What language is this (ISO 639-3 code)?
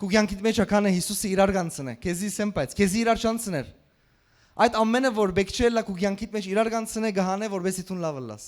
hyw